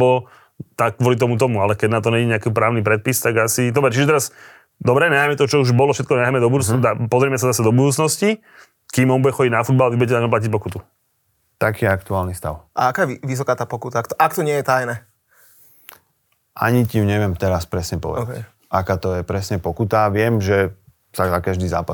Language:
Slovak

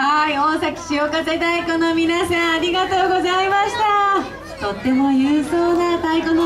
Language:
Japanese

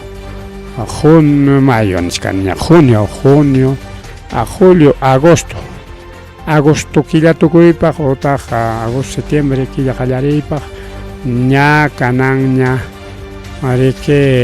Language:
Ayacucho Quechua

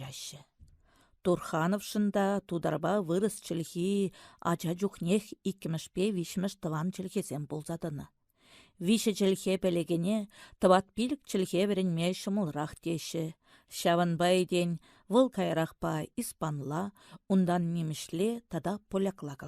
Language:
Chuvash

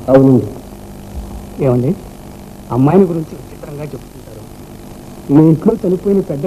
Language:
Telugu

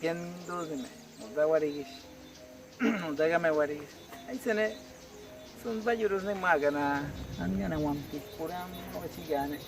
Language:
Awa-Cuaiquer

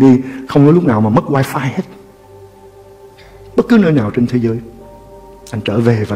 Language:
Vietnamese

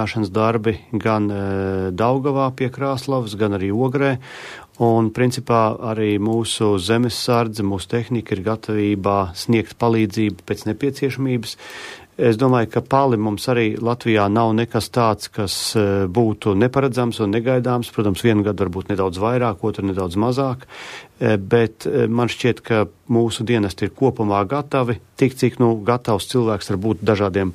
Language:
Latvian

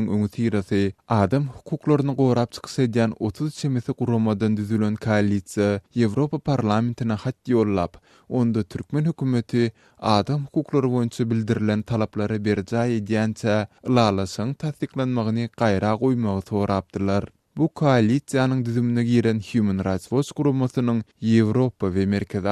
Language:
Turkmen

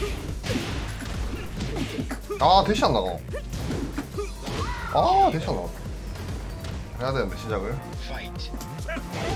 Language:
Korean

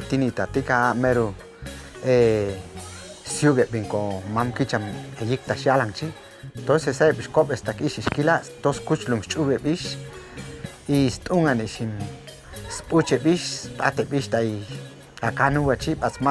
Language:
Chuj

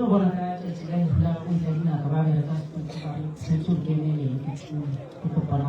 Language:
Northern Sotho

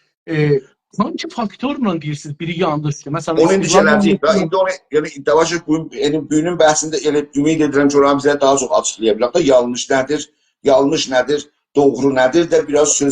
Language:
South Azerbaijani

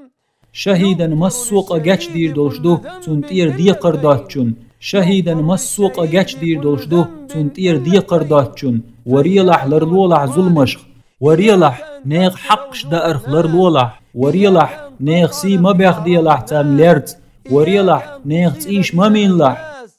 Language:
Chechen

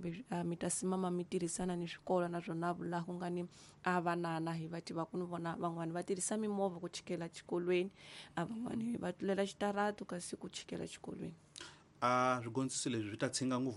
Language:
Tsonga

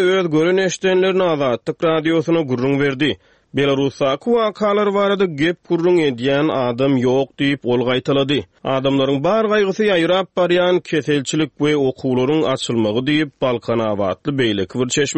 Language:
Turkmen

